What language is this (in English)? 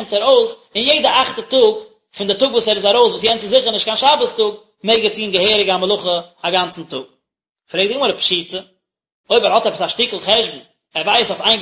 Yiddish